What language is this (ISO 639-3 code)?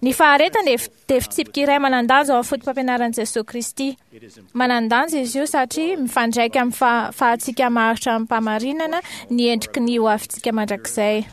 mlg